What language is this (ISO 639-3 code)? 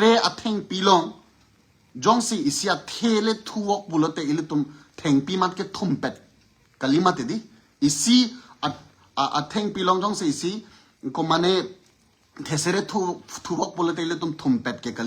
mjw